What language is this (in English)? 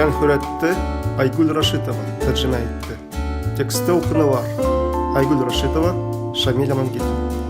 Bashkir